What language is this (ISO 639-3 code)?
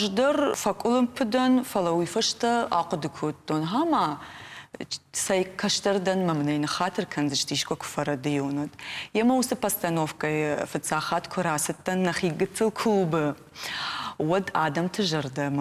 oss